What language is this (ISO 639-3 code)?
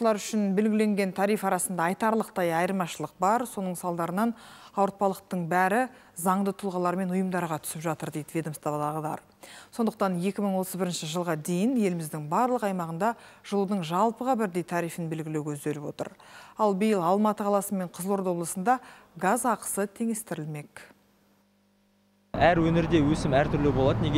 kaz